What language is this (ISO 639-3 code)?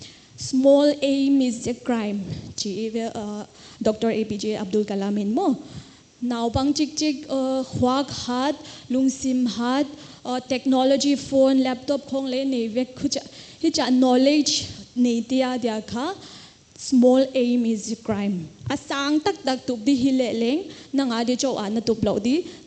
pck